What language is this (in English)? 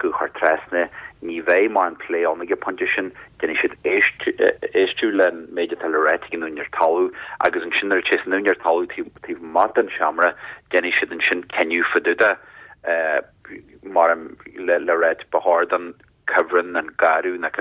Irish